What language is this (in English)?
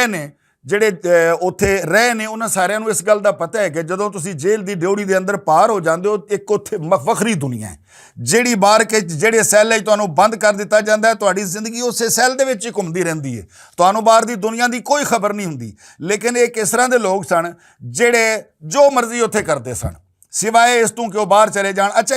Western Panjabi